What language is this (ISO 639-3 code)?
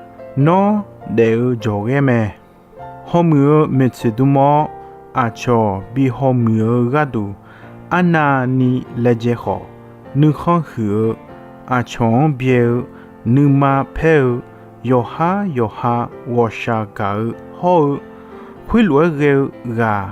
ahk